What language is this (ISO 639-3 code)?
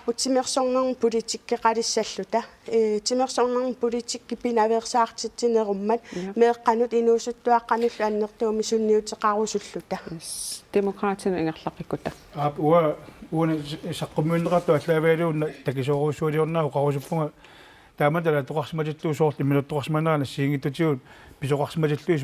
kal